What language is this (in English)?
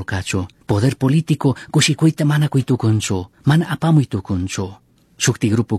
Chimborazo Highland Quichua